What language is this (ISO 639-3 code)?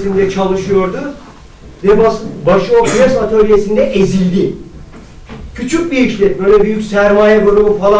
tur